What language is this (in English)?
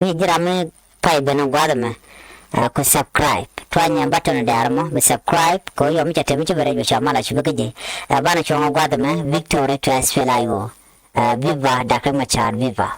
Nuer